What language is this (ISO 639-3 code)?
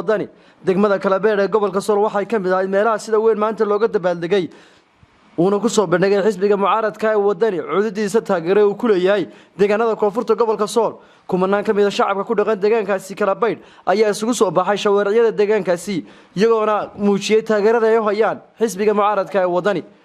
som